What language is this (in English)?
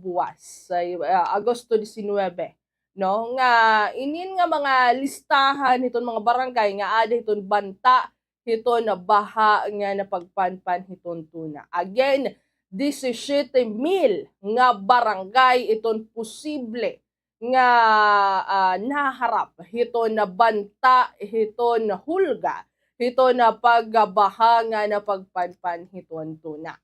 Waray